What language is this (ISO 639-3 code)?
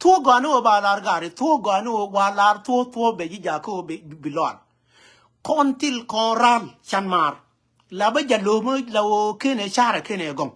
nus